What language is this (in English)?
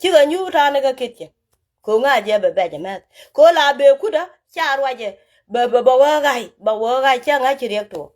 Nuer